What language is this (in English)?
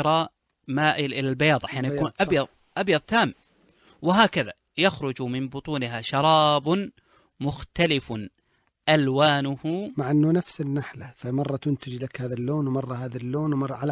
Najdi Arabic